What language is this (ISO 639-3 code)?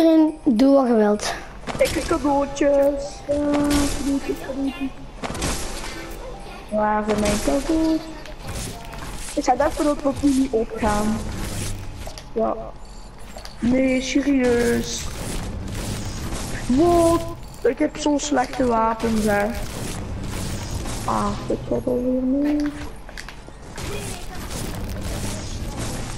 nld